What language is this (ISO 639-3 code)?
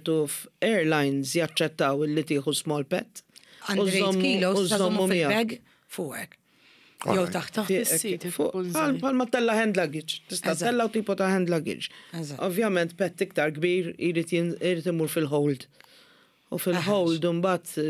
mlt